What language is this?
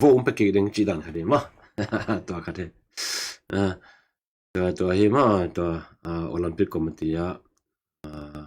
Tedim Chin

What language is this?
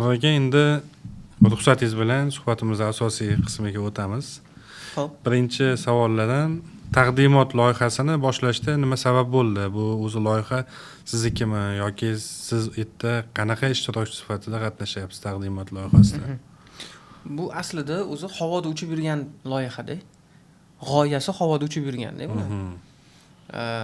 Uzbek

